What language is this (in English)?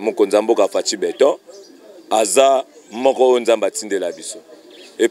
Lingala